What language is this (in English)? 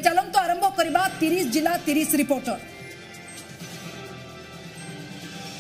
Odia